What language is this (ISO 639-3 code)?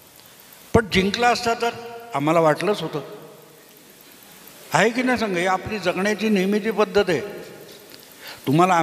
mar